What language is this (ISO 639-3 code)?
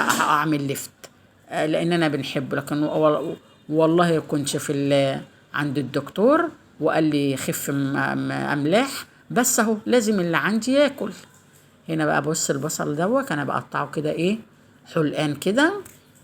arz